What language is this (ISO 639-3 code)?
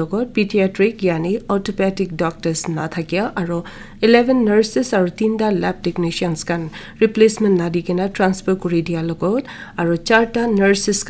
nag